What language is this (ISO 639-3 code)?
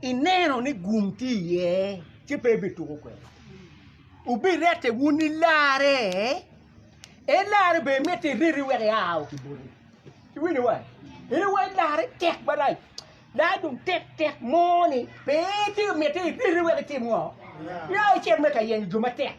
ach